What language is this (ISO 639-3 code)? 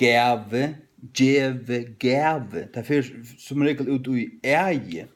fao